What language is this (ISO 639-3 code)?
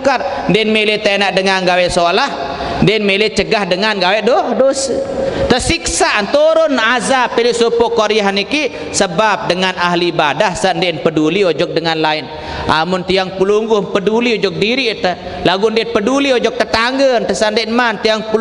sas